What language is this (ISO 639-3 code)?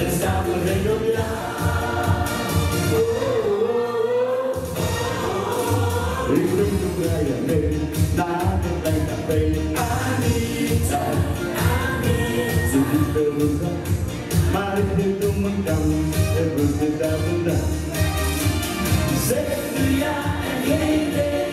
nld